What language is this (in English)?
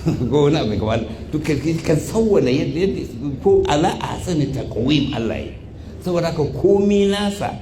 Hausa